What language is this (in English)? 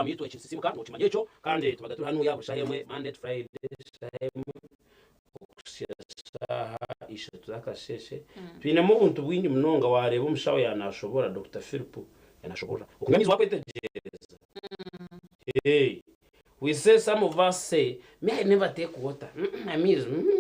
Nyankole